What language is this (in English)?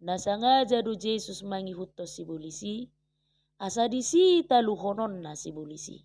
Batak Toba